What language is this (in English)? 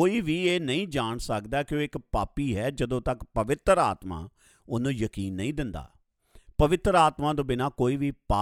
Punjabi